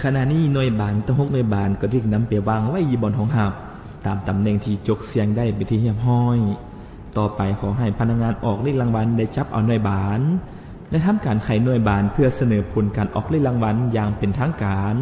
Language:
Lao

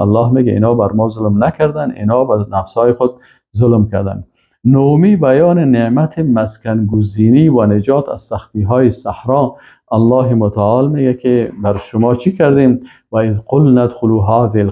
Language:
Persian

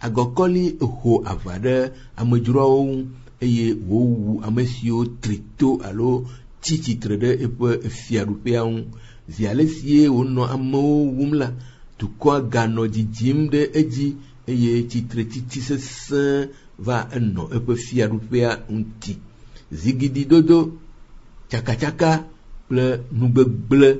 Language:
Ewe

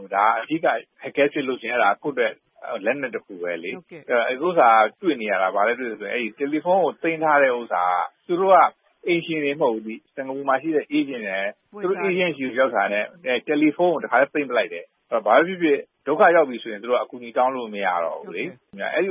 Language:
Burmese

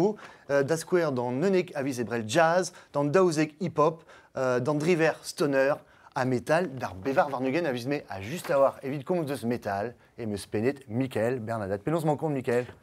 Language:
Breton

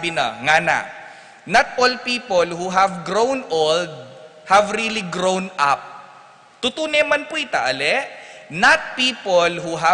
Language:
Pampanga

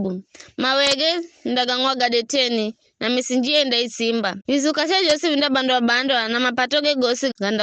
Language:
Giryama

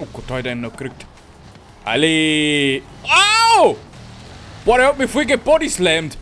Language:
Bavarian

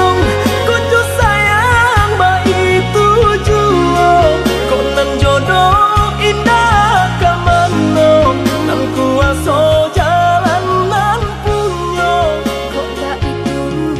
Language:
Minangkabau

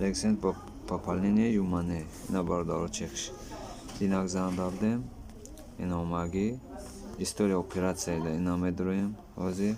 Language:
Tajik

